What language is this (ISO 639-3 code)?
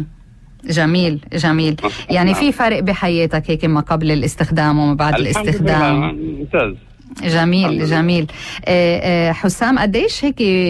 apc